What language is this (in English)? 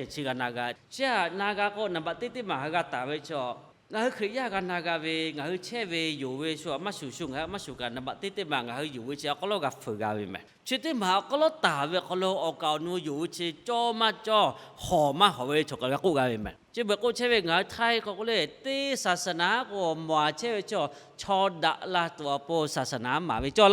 Lahu